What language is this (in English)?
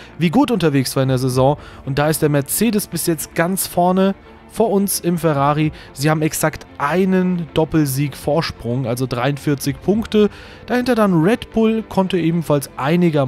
German